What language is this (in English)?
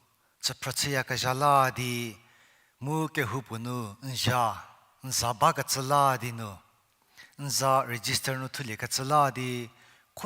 Angami Naga